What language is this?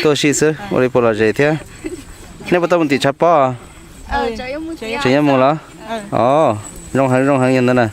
Hmong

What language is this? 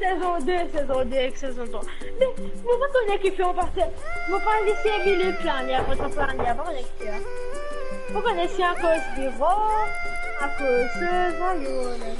Morisyen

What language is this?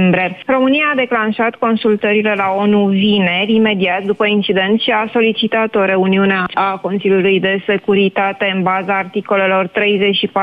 Romanian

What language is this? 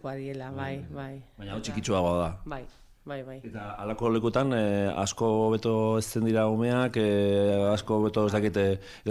Basque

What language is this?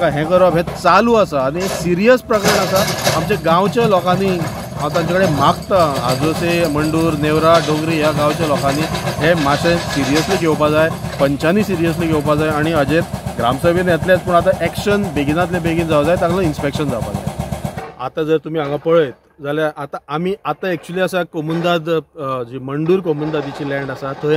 Konkani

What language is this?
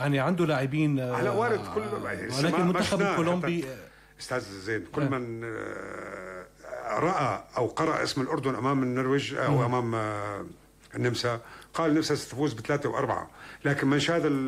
North Levantine Arabic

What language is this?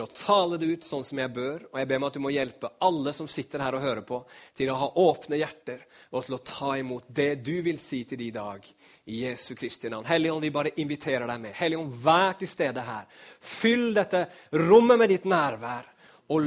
Norwegian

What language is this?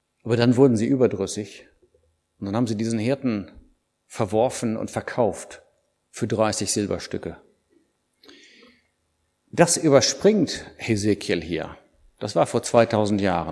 German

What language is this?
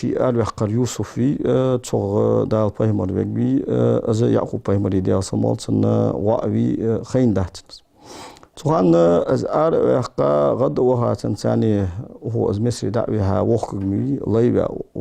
Ingush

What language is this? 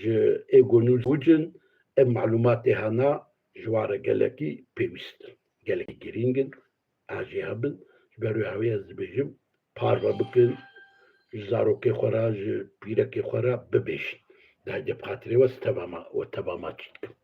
Kurdish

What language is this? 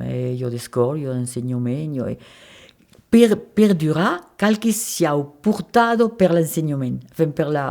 Occitan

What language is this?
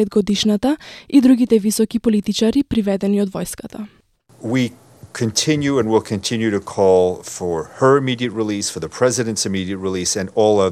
Macedonian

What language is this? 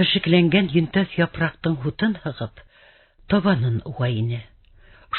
Bashkir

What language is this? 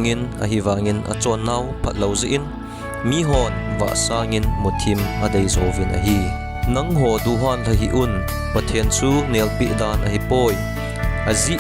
Thado Chin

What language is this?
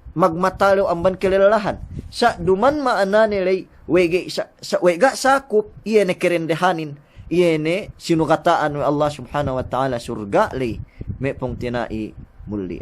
Yakan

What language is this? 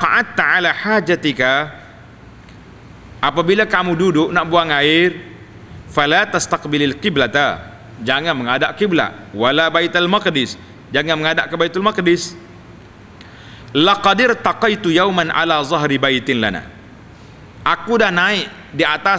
Malay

